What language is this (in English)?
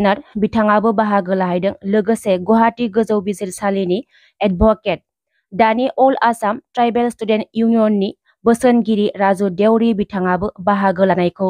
Bodo